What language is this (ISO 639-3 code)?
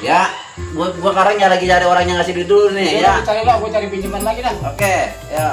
bew